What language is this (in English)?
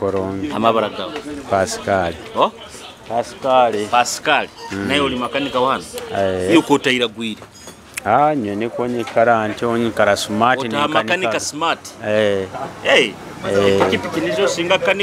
Nyoro